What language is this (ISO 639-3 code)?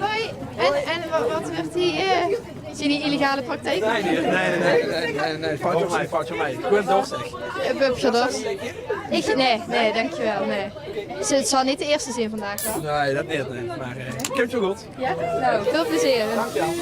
lim